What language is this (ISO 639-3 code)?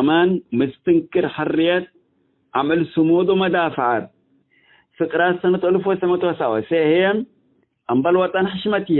tig